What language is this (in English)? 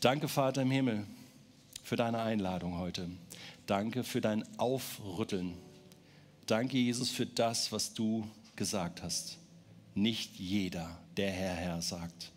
Swiss German